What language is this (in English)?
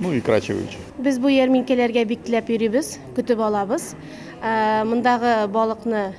Tatar